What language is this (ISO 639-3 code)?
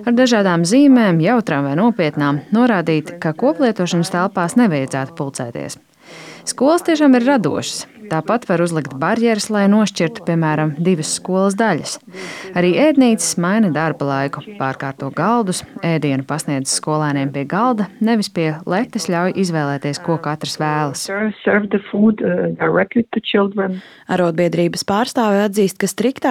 lav